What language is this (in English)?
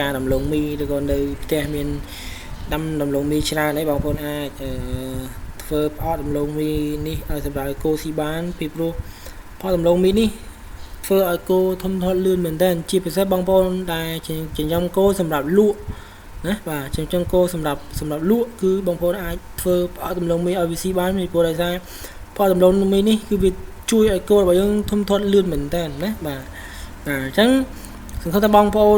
Khmer